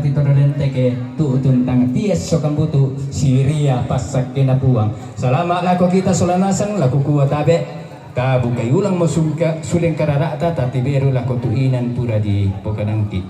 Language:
Toraja-Sa'dan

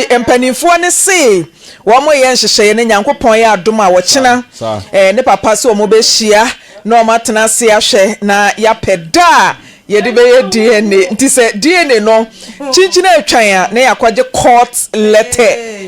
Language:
Akan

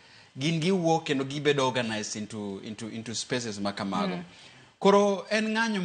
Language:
Luo (Kenya and Tanzania)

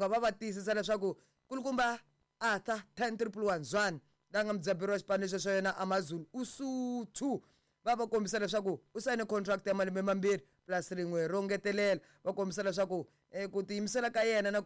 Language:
Tsonga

